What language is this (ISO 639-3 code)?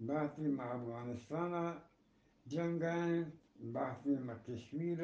bgp